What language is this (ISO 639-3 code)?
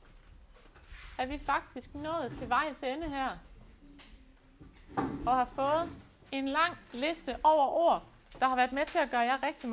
dan